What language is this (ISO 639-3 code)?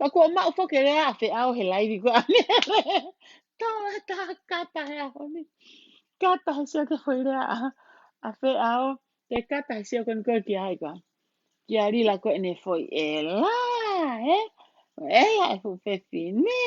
ton